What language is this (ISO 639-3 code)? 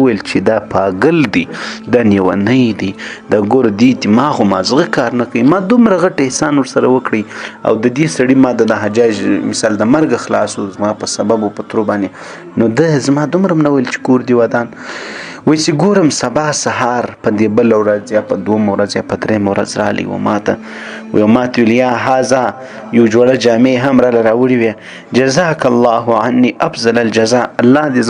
pus